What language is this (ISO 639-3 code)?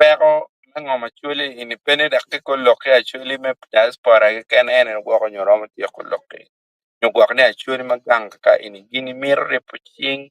ach